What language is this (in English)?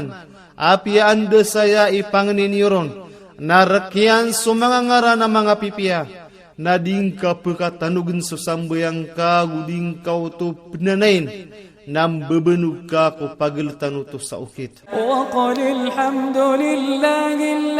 Maranao